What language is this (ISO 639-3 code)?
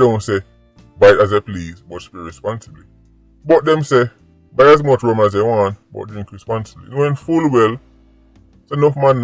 jam